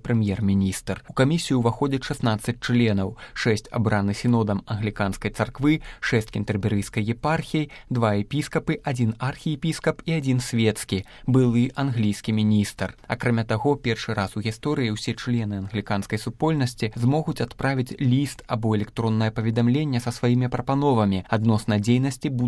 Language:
Belarusian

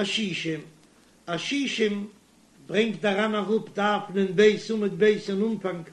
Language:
Yiddish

